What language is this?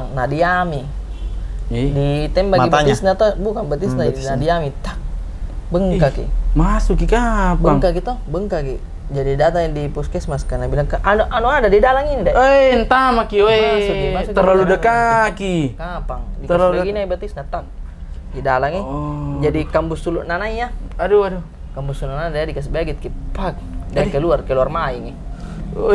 Makassar Malay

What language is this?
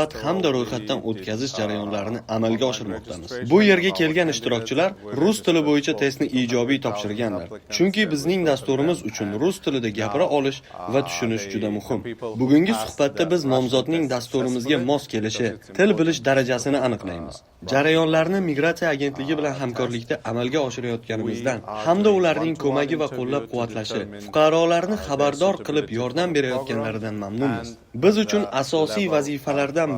Uzbek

